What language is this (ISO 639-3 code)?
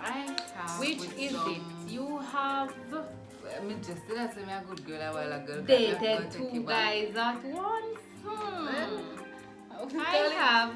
jam